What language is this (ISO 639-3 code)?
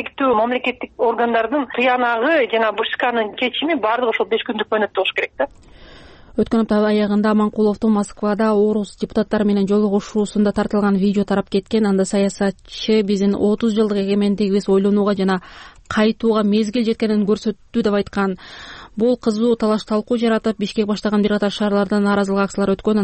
kir